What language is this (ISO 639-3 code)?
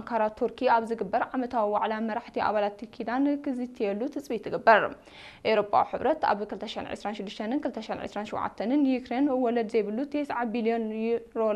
tir